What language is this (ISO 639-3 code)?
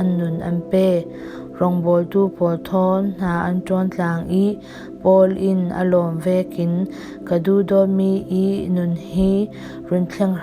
cfm